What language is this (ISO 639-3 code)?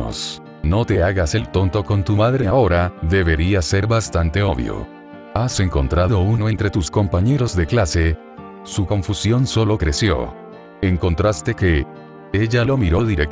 spa